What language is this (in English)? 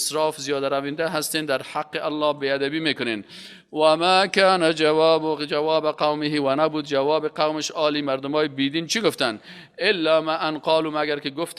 Persian